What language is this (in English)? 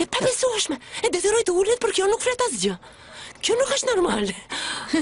Albanian